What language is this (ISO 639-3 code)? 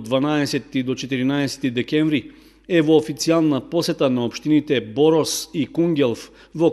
mkd